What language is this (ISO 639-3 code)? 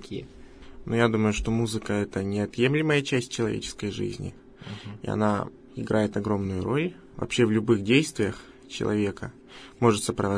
rus